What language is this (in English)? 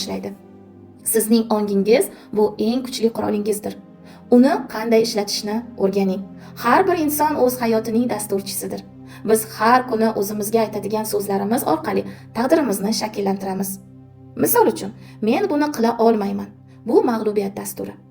Uzbek